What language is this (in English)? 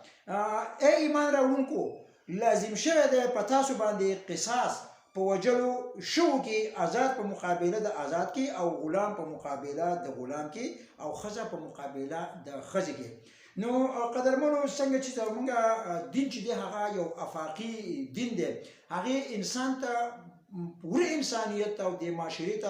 Pashto